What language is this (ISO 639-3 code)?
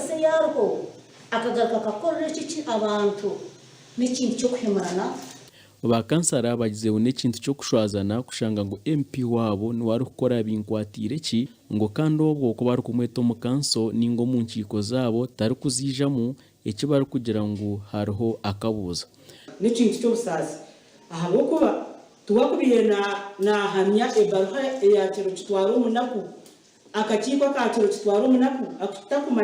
nyn